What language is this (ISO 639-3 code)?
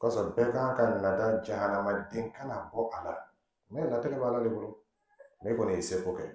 dyu